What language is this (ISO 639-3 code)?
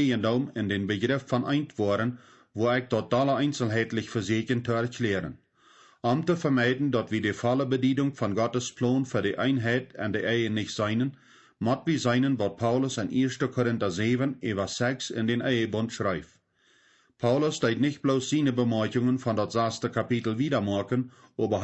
pdt